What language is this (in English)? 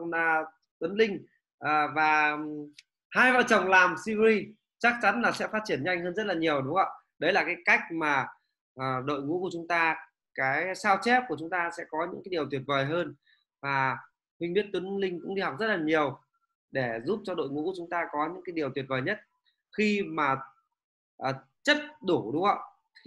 Vietnamese